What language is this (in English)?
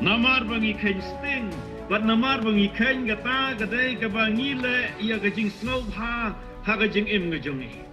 Khasi